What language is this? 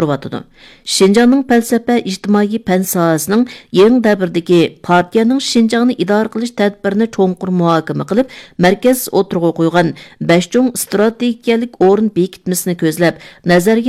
Uyghur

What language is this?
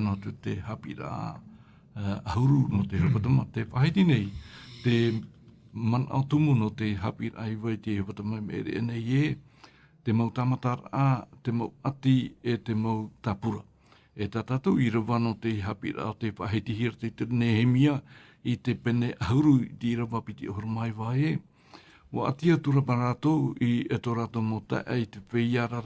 Tahitian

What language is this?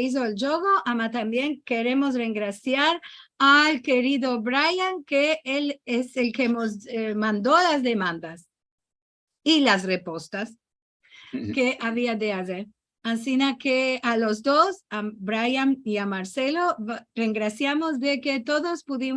Ladino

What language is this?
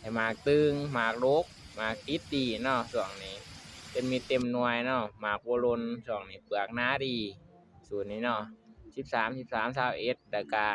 Lao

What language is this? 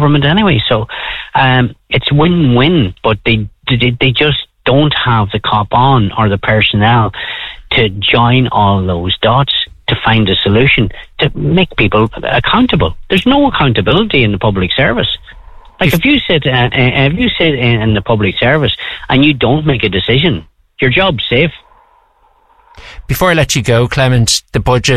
English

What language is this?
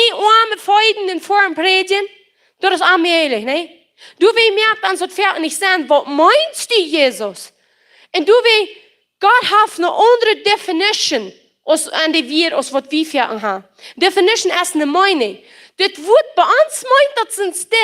Plautdietsch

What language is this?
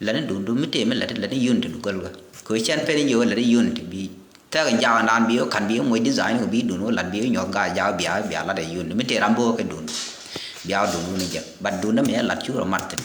Nuer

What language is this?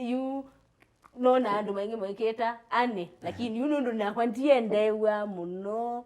Kamba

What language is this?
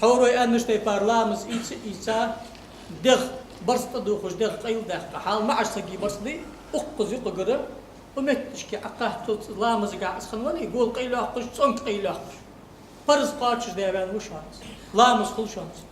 Ingush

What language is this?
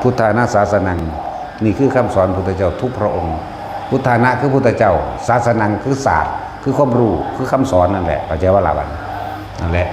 Northeastern Thai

